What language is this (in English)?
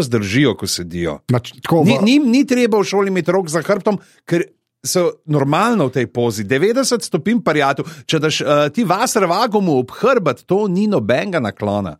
Slovenian